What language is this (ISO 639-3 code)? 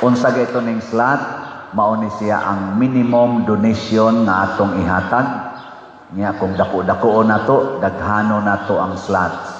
ceb